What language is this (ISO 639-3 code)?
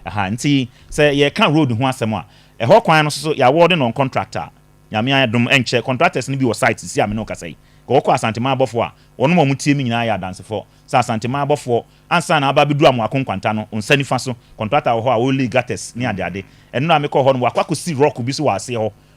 aka